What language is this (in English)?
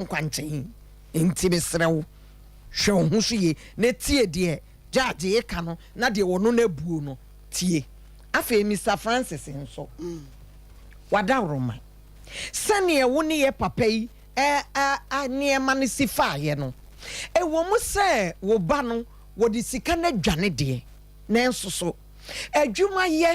Akan